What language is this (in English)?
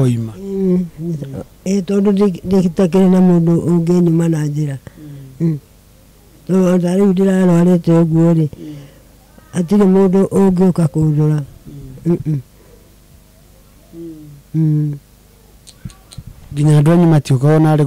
Kikuyu